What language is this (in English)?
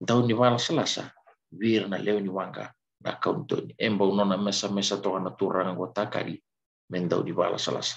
Fijian